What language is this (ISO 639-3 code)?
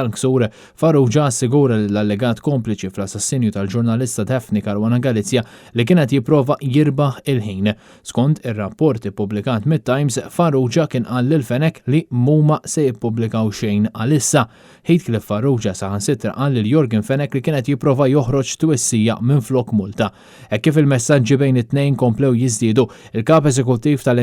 mlt